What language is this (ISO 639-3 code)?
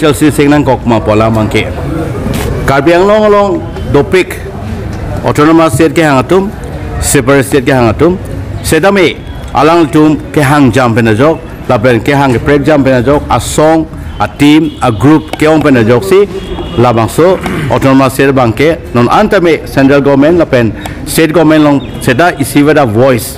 mjw